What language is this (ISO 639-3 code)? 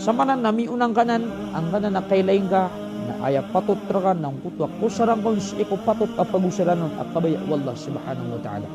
mrw